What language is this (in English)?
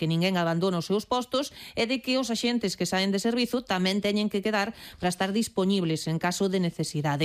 Galician